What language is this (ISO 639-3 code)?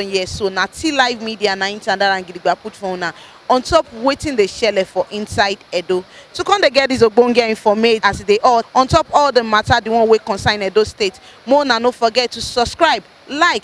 pcm